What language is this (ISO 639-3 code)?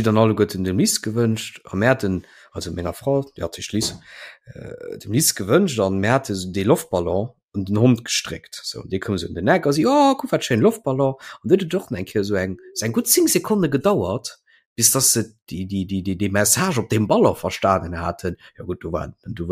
ltz